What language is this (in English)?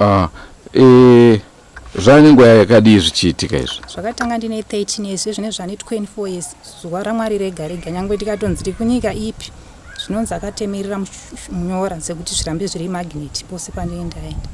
Shona